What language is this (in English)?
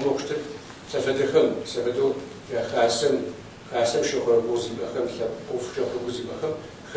Kabardian